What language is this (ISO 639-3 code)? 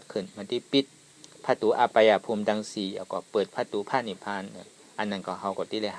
shn